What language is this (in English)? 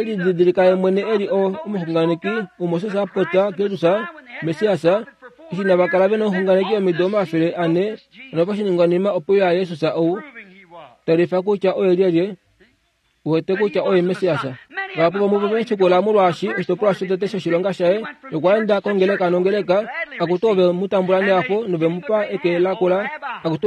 Kuanyama